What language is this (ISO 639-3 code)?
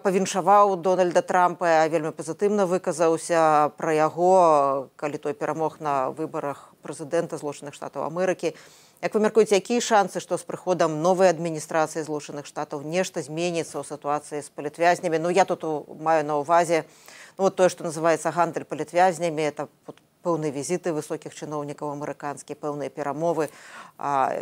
bel